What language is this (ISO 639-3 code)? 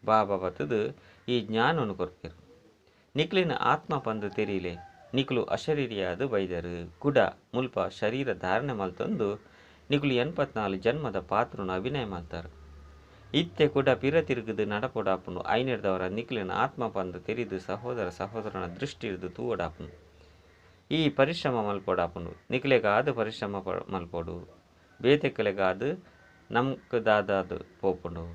tcy